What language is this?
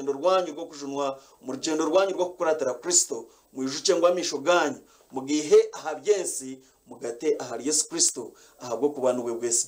Nyankole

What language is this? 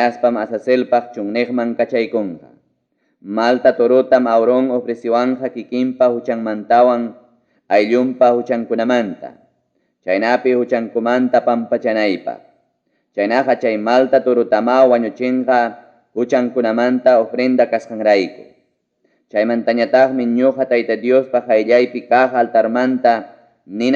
Ayacucho Quechua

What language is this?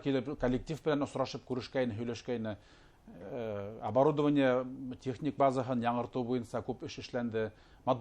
Bashkir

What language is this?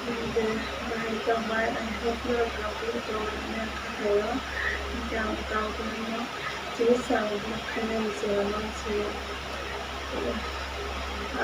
Kok Borok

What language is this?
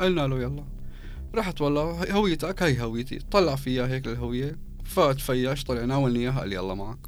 North Levantine Arabic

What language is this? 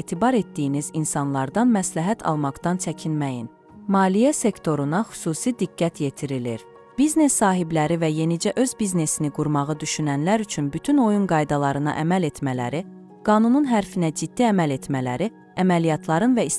Azerbaijani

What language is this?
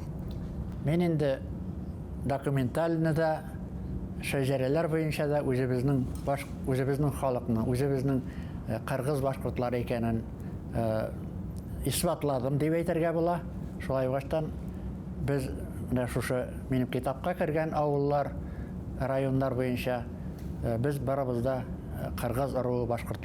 Bashkir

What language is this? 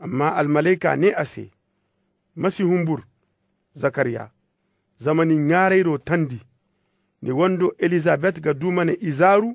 Zarma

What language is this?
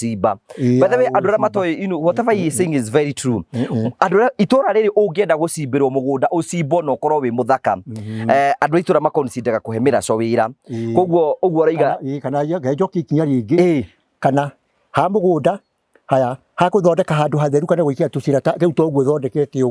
Kikuyu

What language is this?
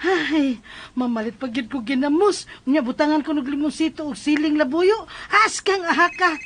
Cebuano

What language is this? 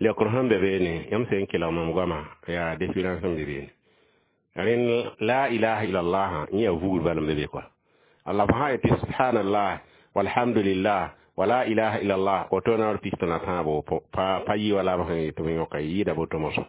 Mossi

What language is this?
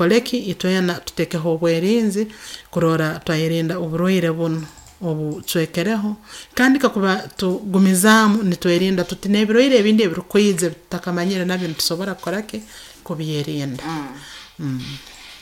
Nyoro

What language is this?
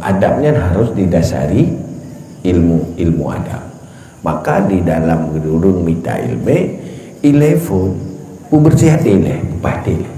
Achinese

